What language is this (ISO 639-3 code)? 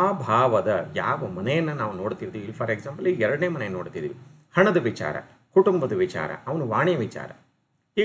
kan